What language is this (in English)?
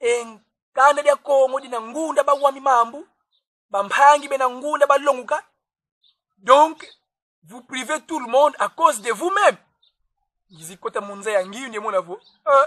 Kongo